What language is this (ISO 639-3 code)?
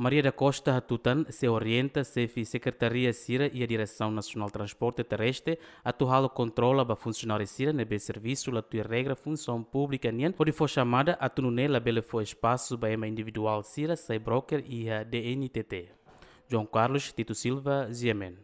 tet